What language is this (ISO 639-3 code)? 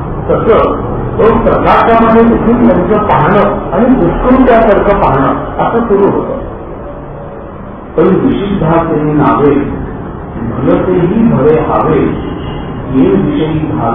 mar